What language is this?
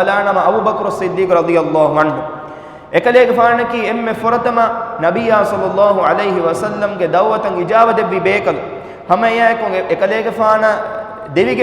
Divehi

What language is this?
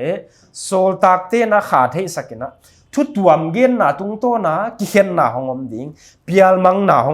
Paite Chin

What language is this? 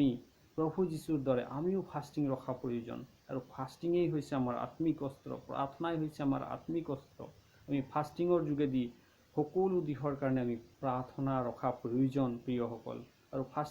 Assamese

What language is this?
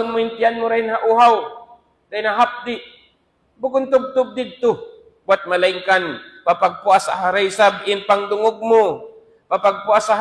Tausug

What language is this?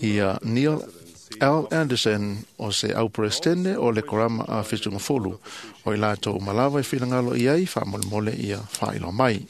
Samoan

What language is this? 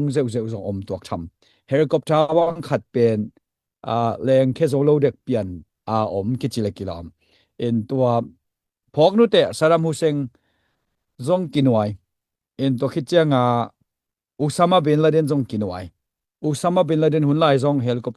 Tedim Chin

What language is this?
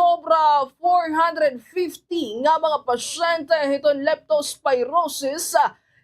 Waray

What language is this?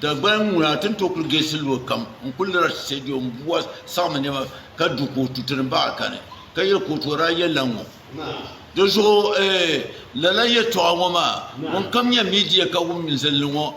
Dagbani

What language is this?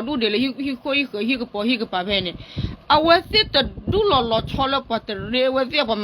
S'gaw Karen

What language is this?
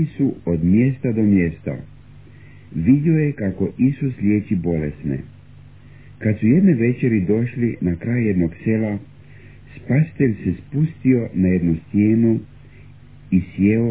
Croatian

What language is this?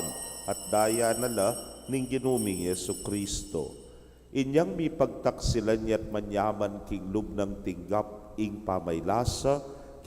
Pampanga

